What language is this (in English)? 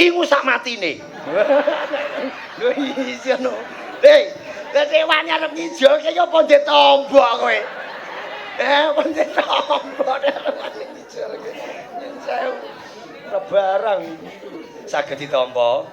Javanese